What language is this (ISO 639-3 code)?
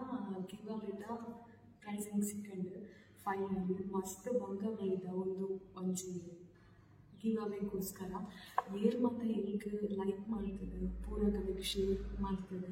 tcy